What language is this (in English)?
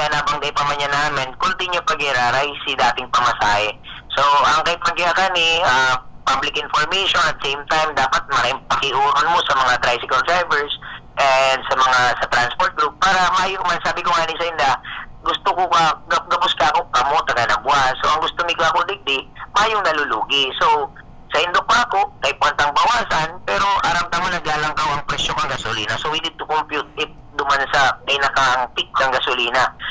Bikol